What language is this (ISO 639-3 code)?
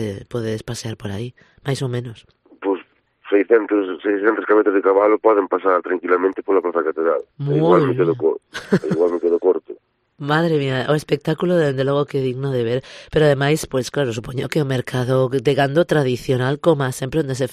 glg